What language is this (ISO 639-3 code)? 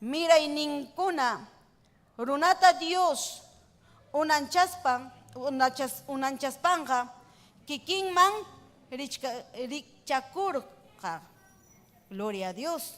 quy